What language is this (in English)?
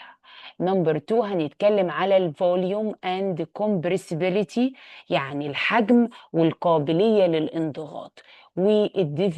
Egyptian Arabic